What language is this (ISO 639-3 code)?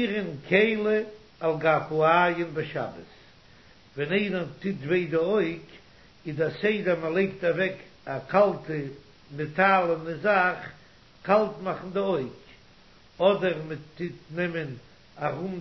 yid